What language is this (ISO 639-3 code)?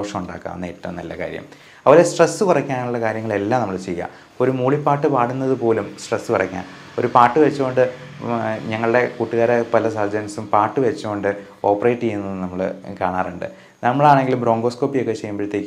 mal